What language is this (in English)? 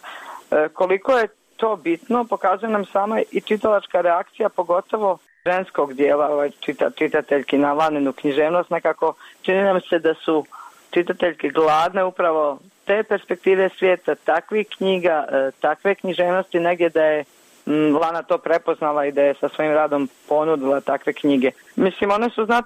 Bosnian